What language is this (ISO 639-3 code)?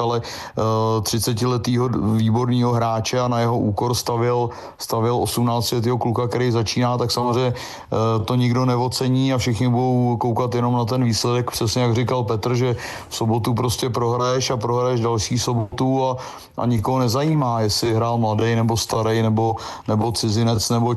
ces